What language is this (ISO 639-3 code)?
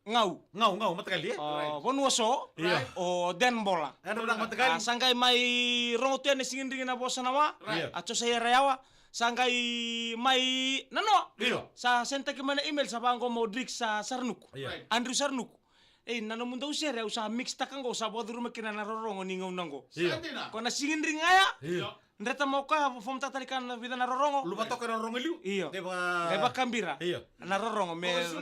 fij